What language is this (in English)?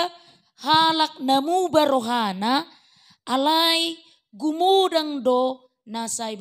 Batak Toba